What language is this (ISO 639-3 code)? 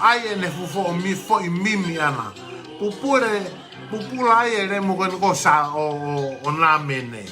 ton